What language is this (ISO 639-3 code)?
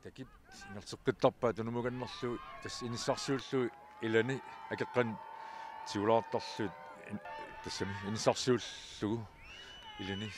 kal